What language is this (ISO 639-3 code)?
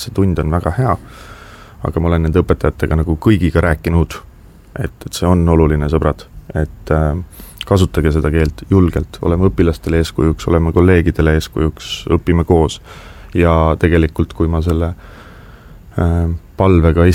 est